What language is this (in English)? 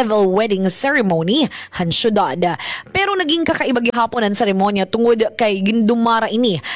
Waray